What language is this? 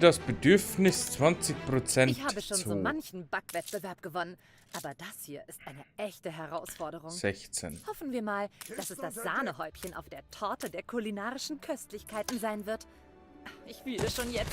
Bavarian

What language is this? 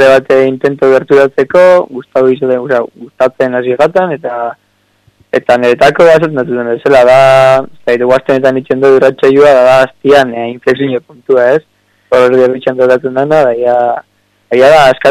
Basque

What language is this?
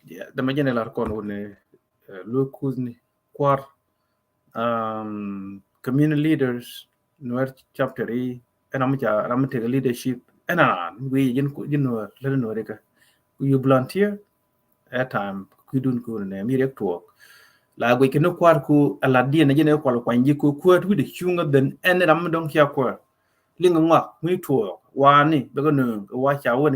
Nuer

